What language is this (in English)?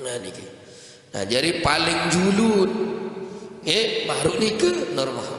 Sasak